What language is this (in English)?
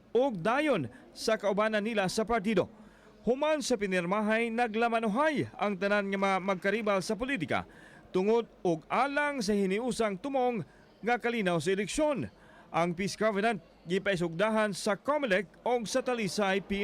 Cebuano